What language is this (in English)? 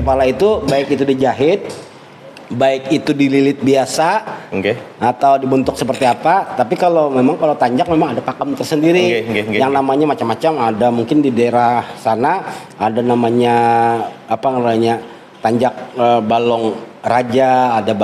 Banjar